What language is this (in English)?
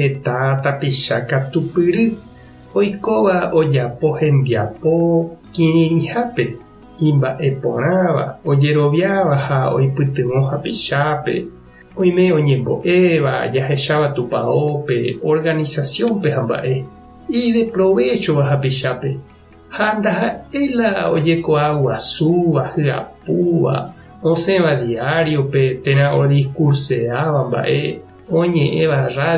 Guarani